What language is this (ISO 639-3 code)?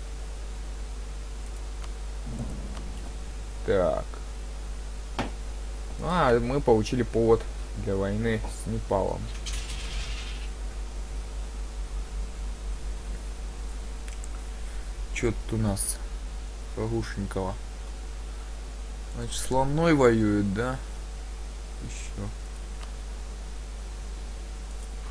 rus